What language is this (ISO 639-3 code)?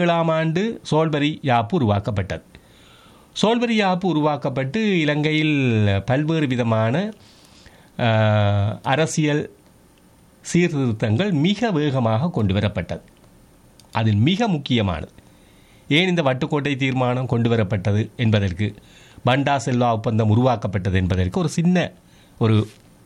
tam